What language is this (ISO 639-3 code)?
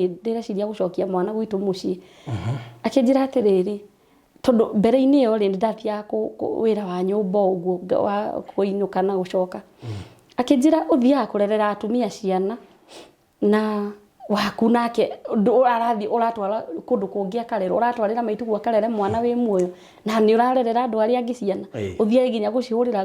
kik